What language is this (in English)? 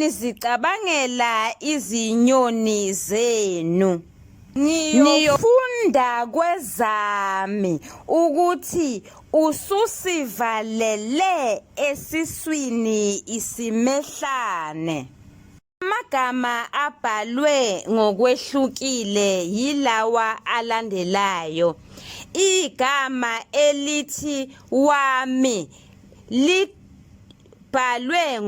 Zulu